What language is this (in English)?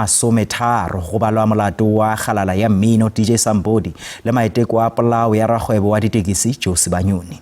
Northern Sotho